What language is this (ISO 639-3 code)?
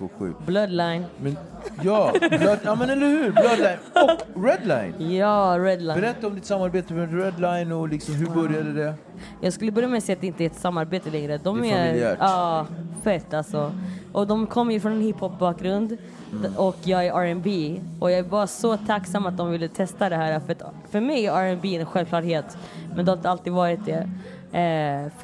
swe